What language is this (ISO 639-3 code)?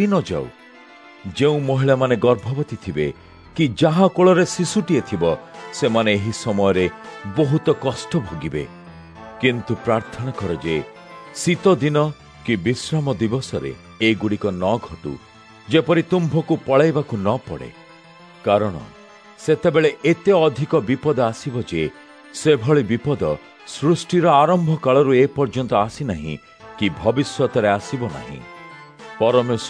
ori